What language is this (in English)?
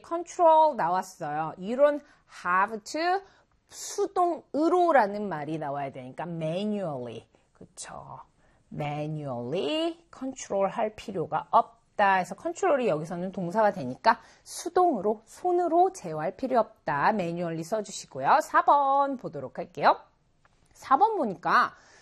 Korean